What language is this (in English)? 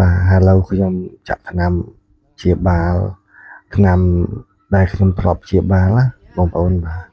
Khmer